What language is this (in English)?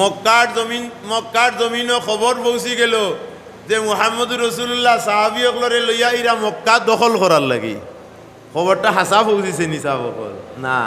Sylheti